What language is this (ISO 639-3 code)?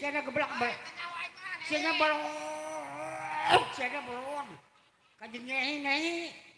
sun